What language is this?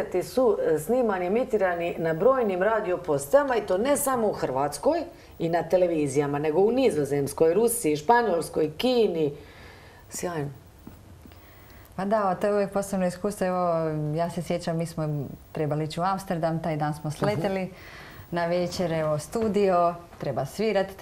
Croatian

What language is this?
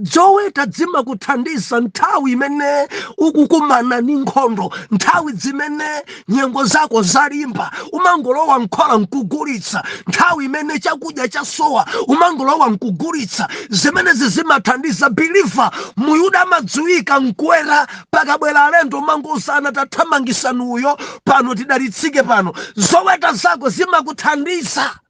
Nyanja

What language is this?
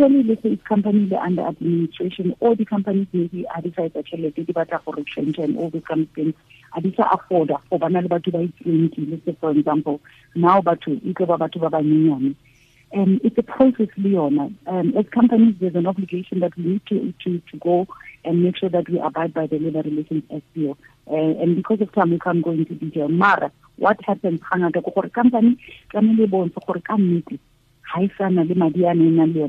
Tswana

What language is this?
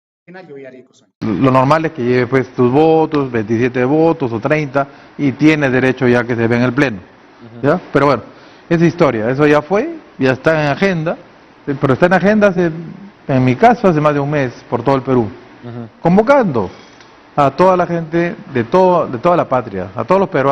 Ayacucho Quechua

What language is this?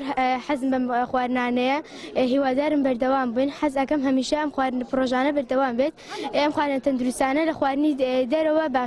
Central Kurdish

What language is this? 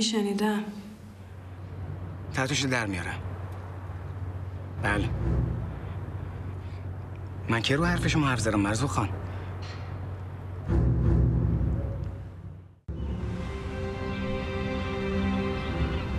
Persian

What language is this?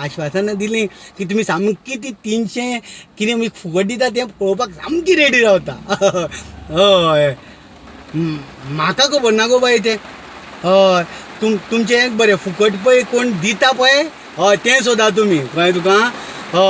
Konkani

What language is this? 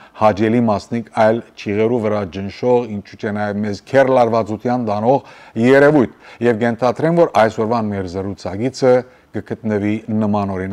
Western Armenian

